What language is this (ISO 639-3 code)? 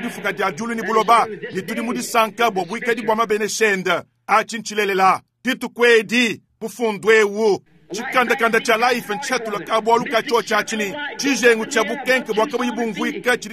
lua